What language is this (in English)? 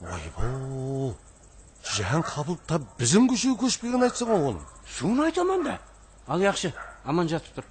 Kara-Kalpak